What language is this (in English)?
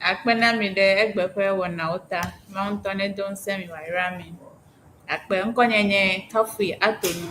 Ewe